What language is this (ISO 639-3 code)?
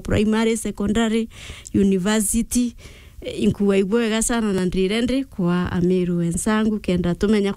mer